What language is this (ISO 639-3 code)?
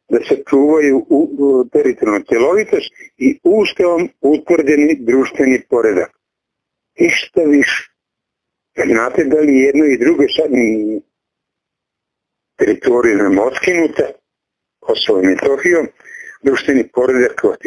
srp